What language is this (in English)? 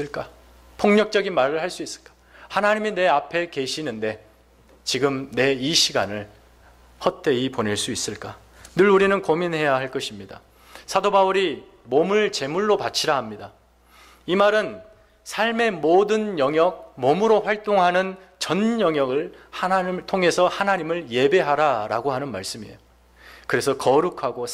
Korean